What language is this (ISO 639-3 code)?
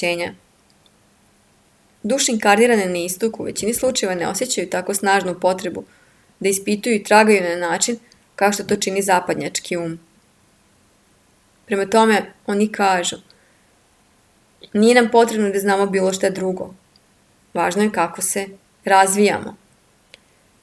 srp